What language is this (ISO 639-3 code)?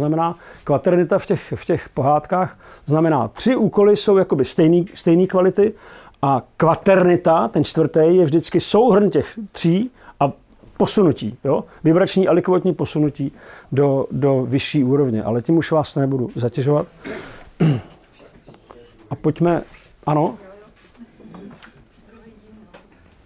ces